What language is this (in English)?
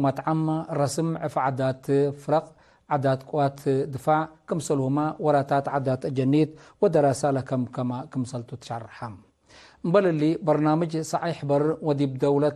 Tigre